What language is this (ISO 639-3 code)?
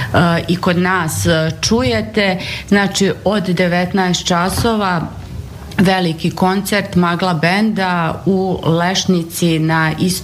srp